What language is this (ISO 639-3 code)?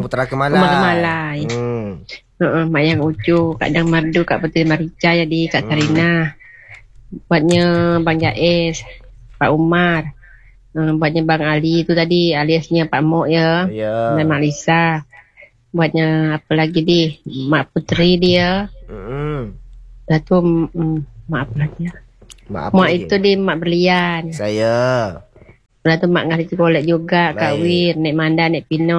msa